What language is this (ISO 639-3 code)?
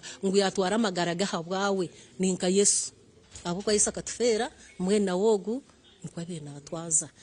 nyn